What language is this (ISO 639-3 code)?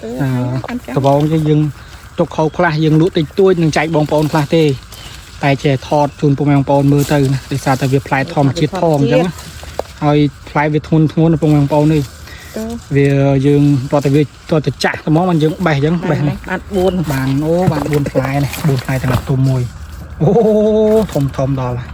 khm